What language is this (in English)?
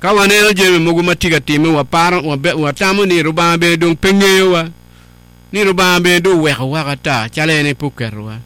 Acoli